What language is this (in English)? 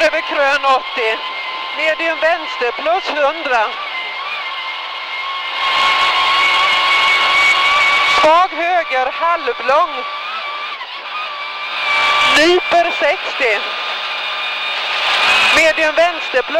Swedish